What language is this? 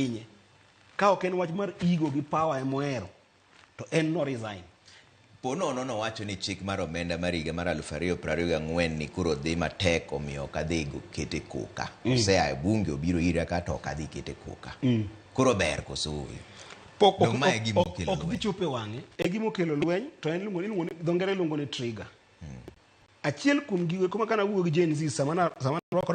Luo (Kenya and Tanzania)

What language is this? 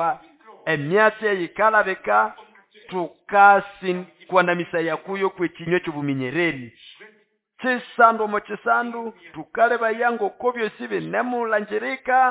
Nande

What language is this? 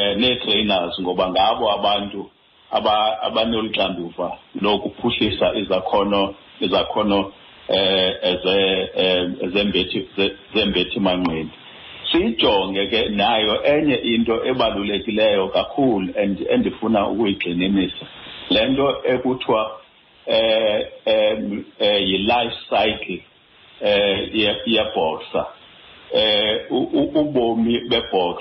Xhosa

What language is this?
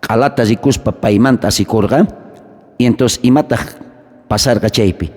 South Bolivian Quechua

